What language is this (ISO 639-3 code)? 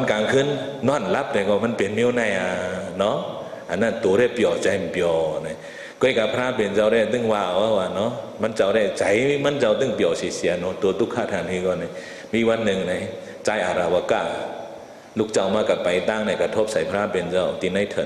shn